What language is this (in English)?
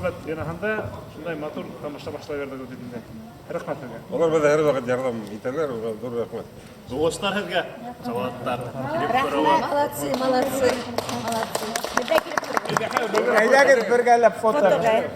Bashkir